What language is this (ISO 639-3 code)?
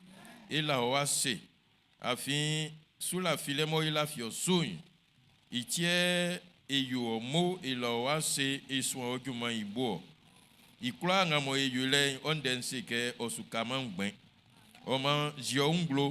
bci